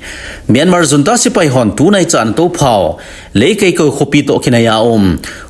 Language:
Thado Chin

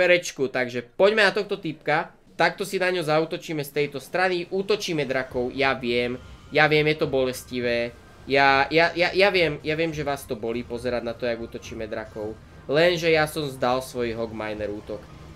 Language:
Slovak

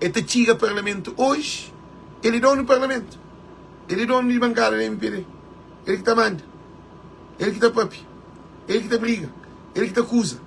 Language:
Kabuverdianu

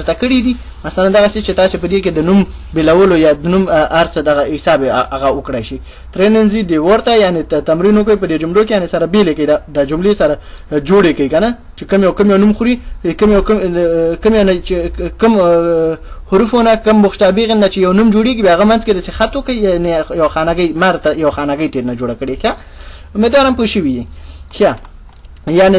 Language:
Pashto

